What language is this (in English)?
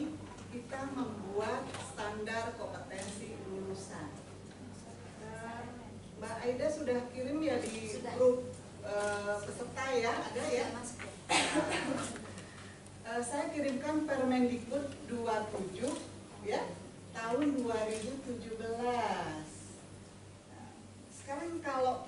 Indonesian